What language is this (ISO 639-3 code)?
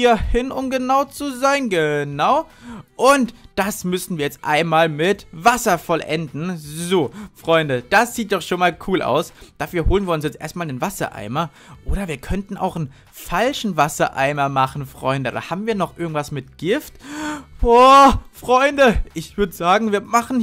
deu